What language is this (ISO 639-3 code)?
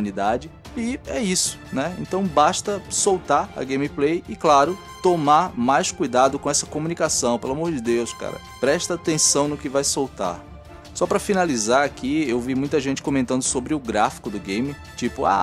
por